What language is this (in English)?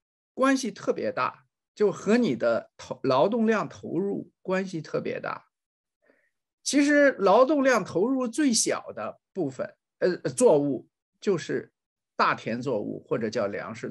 Chinese